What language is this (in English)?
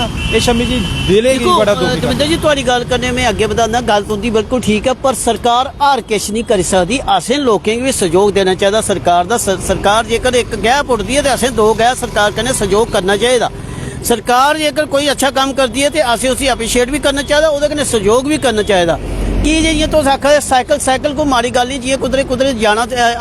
Dogri